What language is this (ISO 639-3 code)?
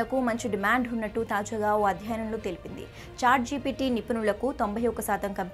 tel